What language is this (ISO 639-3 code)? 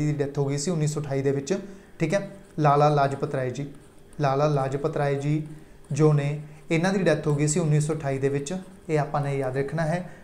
pan